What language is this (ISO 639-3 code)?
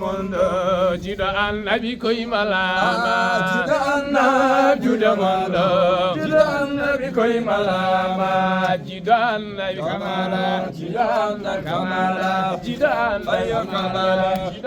ful